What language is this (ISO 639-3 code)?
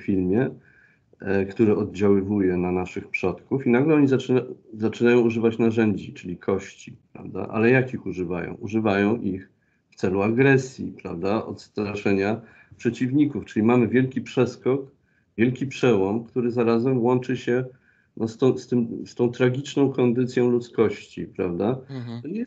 pol